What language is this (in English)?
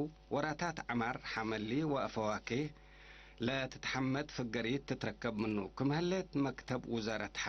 Tigre